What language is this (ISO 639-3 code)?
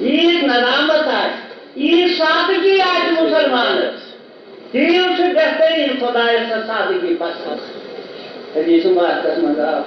kas